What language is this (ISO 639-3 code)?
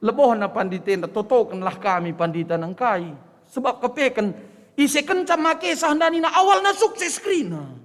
btx